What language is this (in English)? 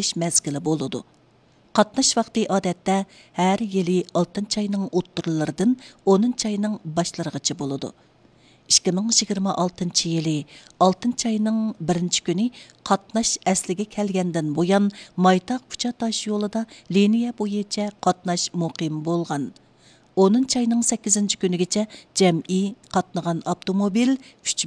Uyghur